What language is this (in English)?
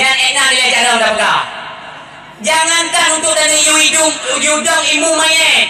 Achinese